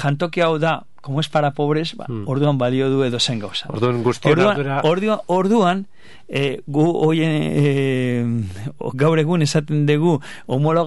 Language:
Basque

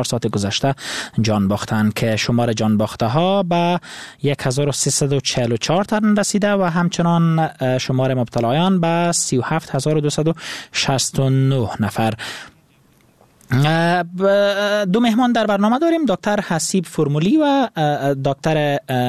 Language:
Persian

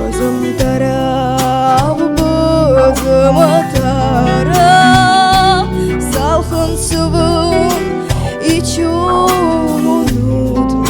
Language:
Crimean Tatar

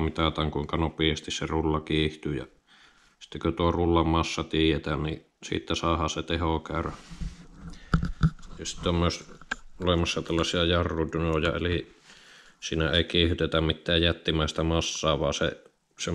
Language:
Finnish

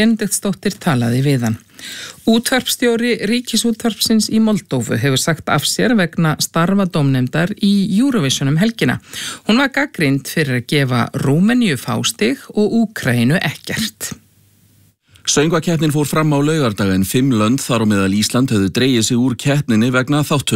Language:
Icelandic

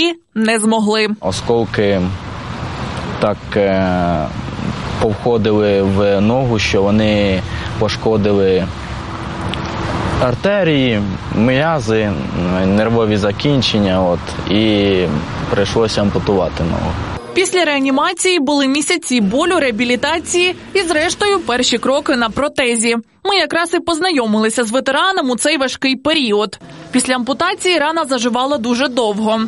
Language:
Ukrainian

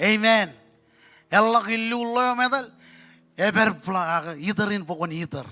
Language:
Marshallese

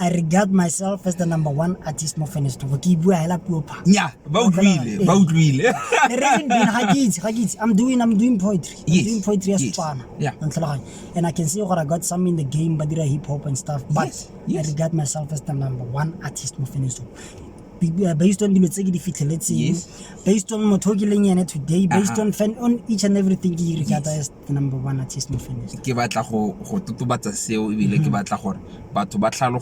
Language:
Tswana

